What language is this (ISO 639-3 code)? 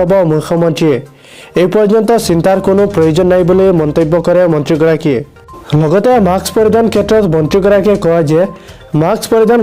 asm